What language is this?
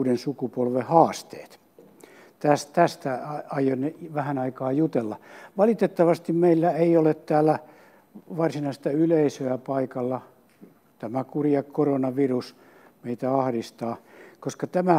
Finnish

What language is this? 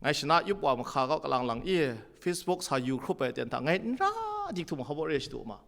Kachin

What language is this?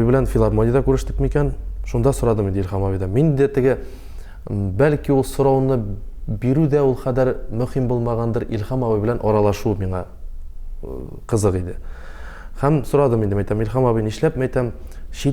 Tatar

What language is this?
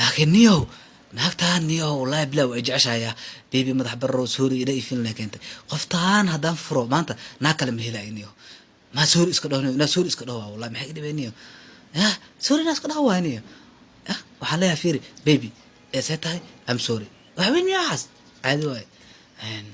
Somali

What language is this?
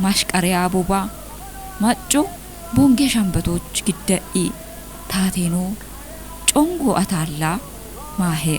Kafa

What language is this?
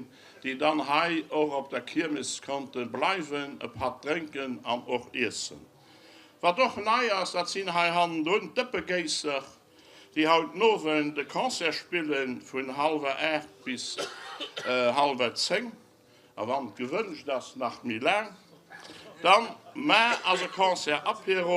Luxembourgish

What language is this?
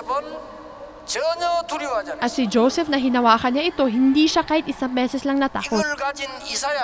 Filipino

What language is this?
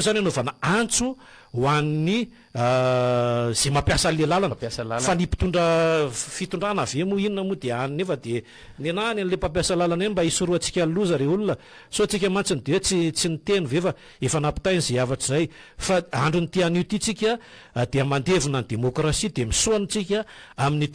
Malagasy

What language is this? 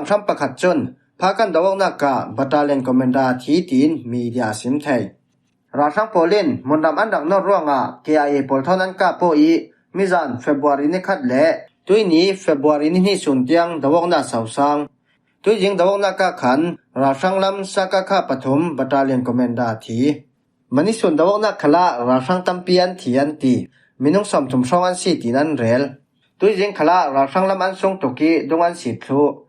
Falam Chin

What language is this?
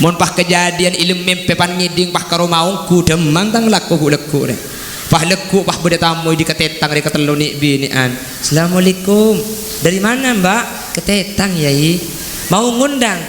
Madurese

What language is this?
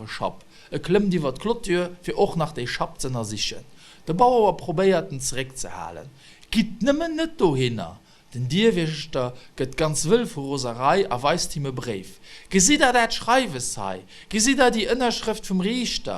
Luxembourgish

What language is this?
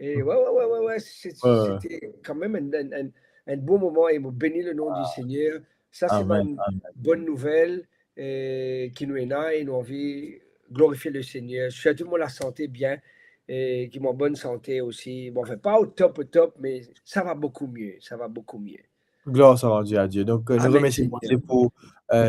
Morisyen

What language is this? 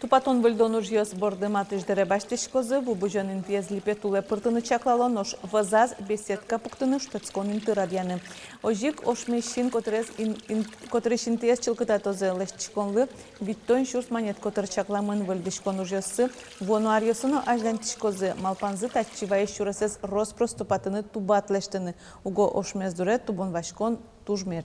Udmurt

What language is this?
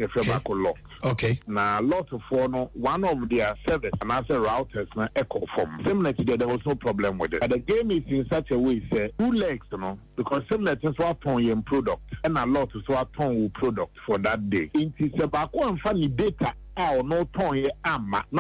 Akan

